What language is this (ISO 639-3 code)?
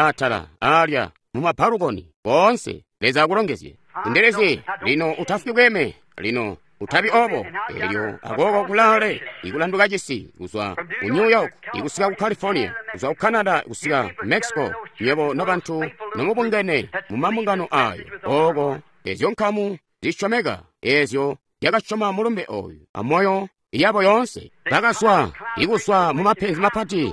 toi